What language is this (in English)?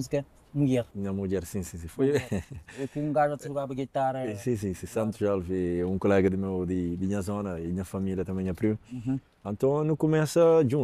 Kabuverdianu